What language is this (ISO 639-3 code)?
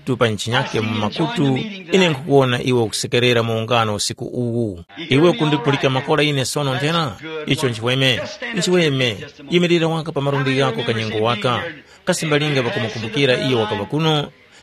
tum